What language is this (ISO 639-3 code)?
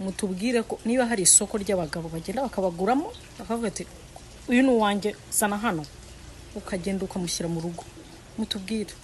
kin